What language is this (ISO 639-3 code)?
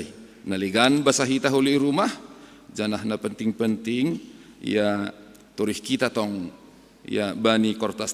bts